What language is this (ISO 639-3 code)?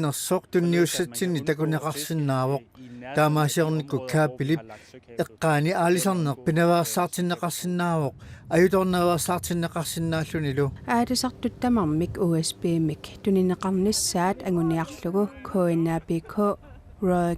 kal